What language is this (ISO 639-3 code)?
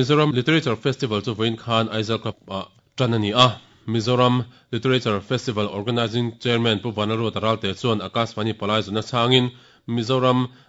lus